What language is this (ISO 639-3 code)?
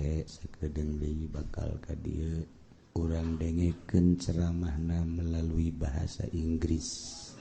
sun